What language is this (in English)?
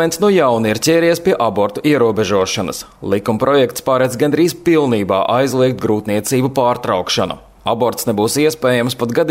Latvian